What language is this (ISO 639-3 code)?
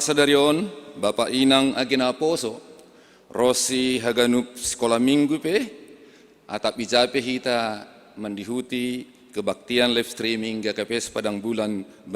bts